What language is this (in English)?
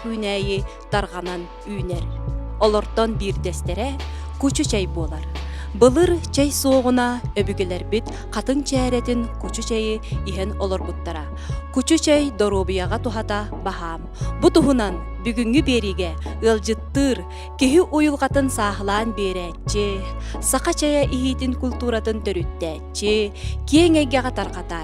Yakut